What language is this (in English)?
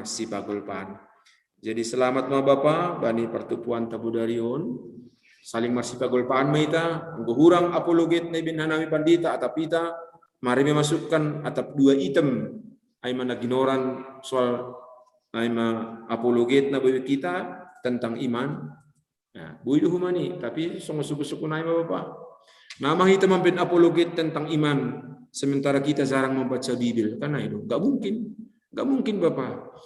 Batak Simalungun